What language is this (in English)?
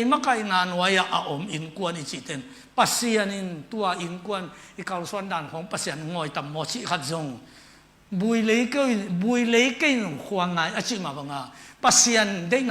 Tedim Chin